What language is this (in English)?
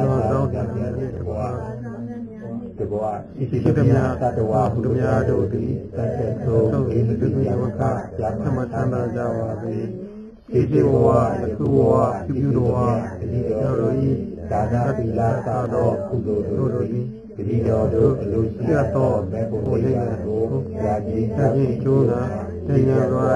Burmese